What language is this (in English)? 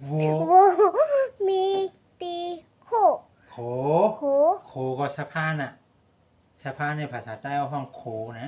Shan